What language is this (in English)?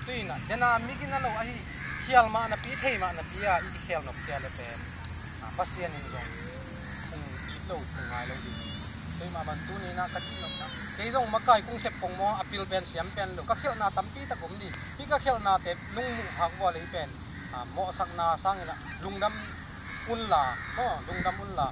Tedim Chin